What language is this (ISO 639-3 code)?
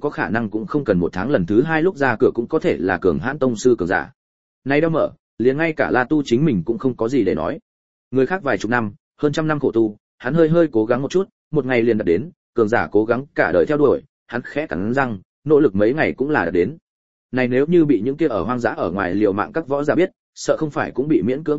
vie